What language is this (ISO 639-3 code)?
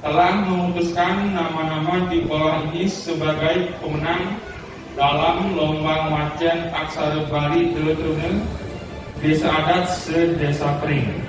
ban